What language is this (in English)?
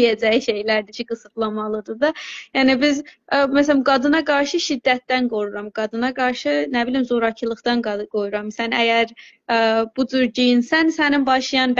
South Azerbaijani